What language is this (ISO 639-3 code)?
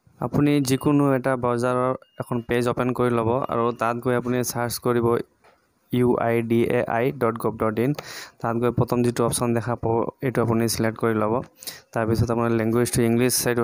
asm